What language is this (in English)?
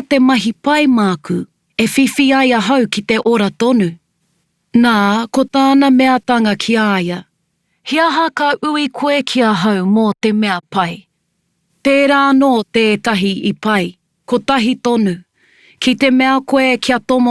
Māori